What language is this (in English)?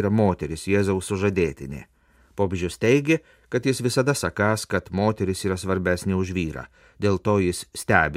Lithuanian